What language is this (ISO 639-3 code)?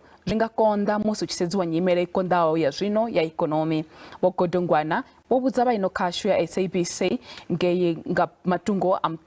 ven